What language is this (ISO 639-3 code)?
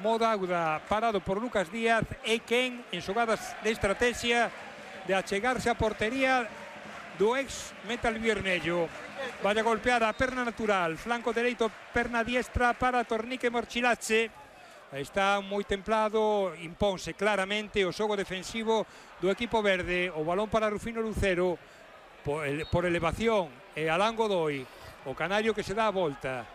glg